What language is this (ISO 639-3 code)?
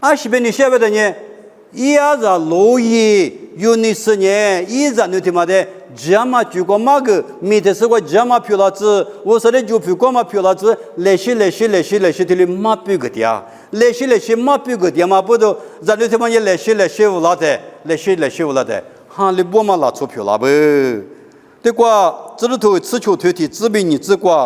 lis